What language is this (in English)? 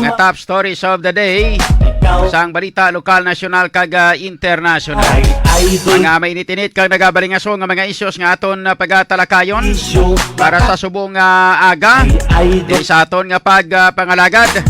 Hiligaynon